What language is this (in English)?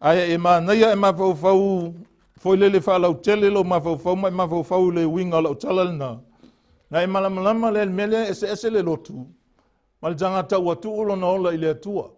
Samoan